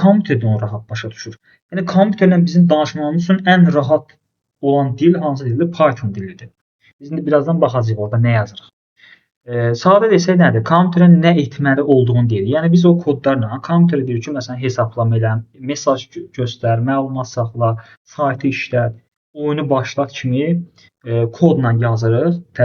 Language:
Azerbaijani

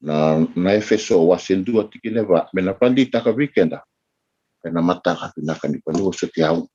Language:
Fijian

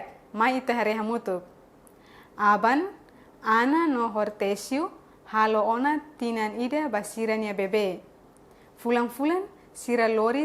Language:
Tetum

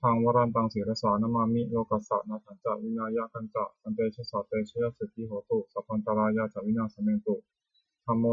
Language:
Pali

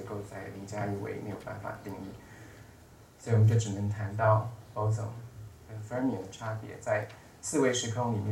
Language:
Chinese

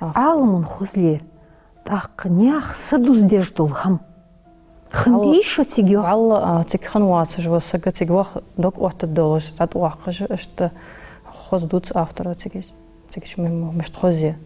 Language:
Ingush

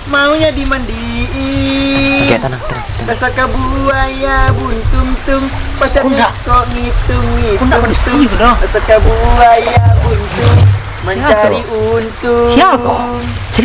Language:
Minangkabau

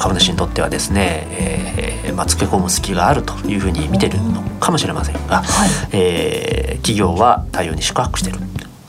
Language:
Japanese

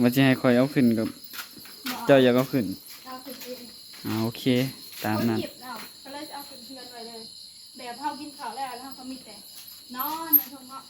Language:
Northeastern Thai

